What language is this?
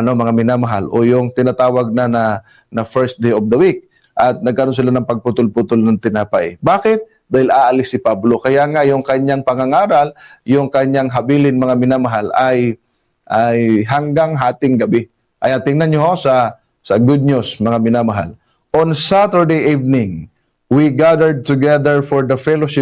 Filipino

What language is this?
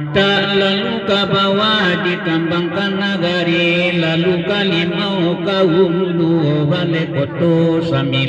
Minangkabau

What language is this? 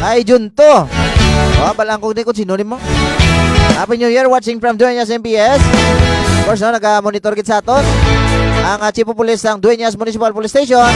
Hiligaynon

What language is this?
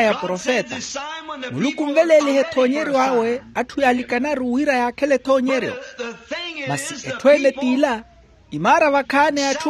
Makhuwa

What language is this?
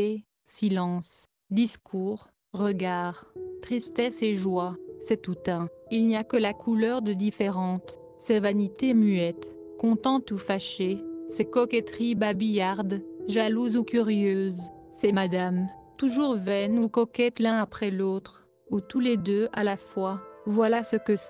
French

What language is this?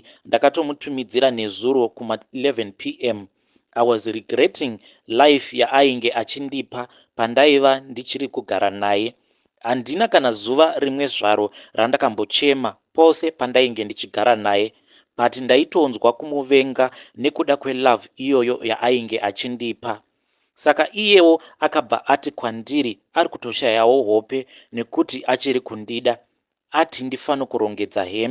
Shona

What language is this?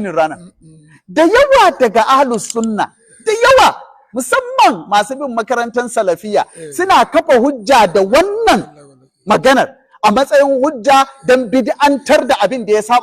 Hausa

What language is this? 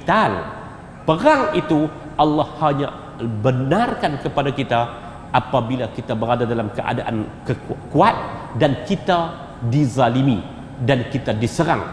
Malay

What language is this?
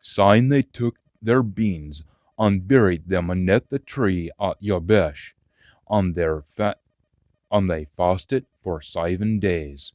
Scots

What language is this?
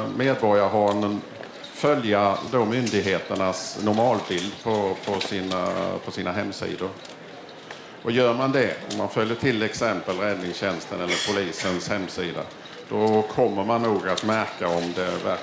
Swedish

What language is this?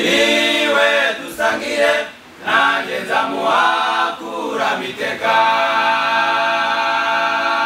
Kinyarwanda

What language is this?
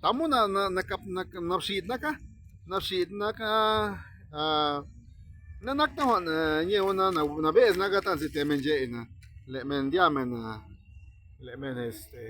Zapotec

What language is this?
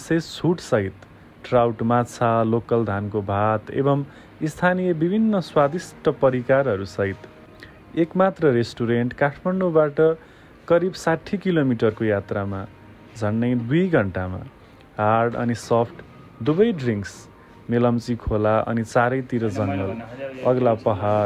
Nepali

